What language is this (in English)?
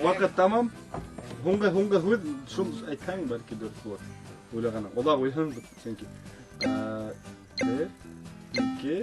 Bashkir